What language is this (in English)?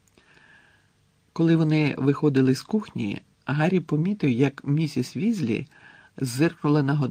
Ukrainian